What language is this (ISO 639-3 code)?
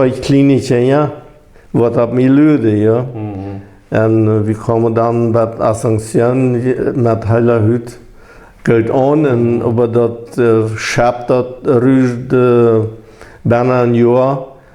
pdt